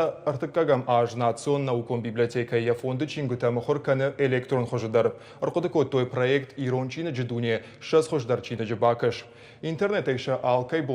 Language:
Ossetic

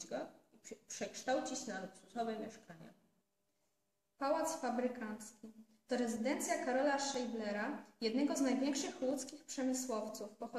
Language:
Polish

